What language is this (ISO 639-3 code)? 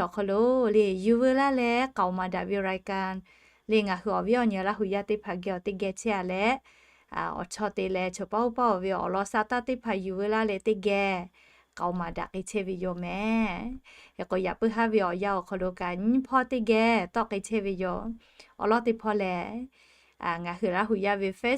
lhu